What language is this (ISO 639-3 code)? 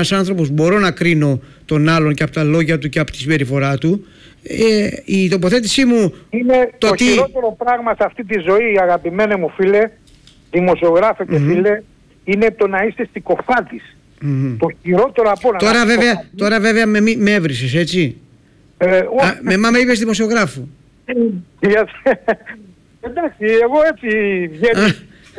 ell